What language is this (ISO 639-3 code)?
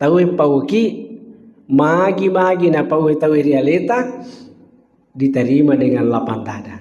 bug